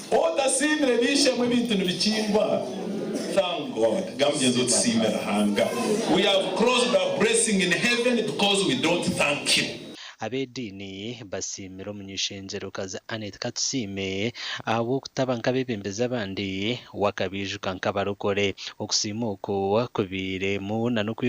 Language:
Nyankole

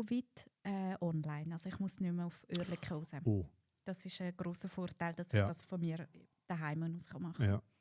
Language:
Swiss German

